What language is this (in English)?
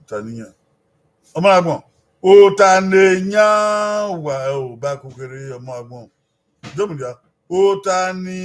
Bini